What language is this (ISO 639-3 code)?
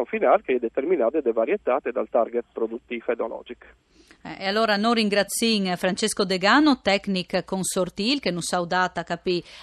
fur